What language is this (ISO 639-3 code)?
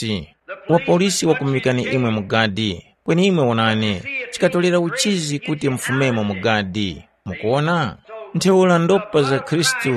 tum